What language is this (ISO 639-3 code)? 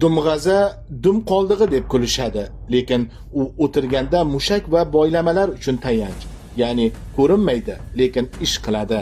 uzb